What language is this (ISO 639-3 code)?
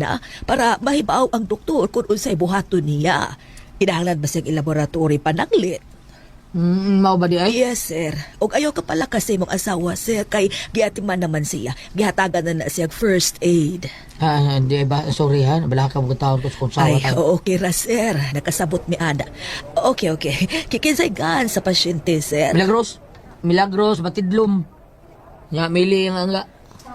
ceb